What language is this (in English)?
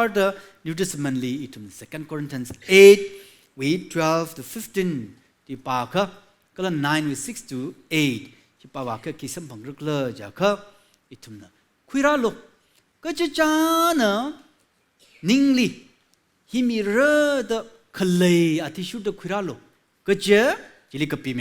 Tangkhul Naga (India)